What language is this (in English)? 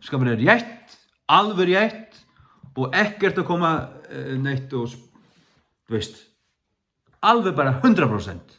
Faroese